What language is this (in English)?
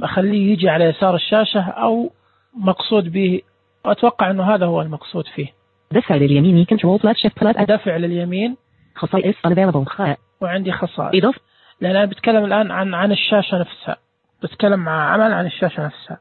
Najdi Arabic